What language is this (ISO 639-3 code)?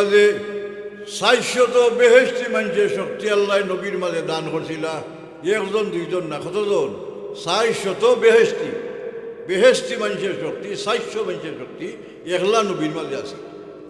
syl